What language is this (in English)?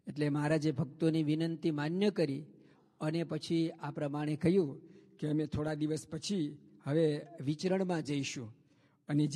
Gujarati